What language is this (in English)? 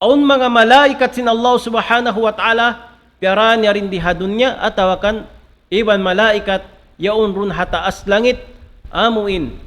Tausug